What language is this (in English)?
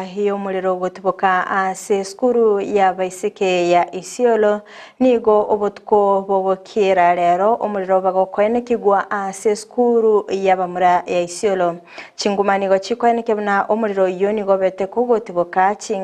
Gusii